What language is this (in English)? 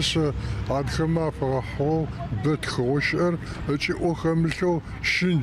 Adyghe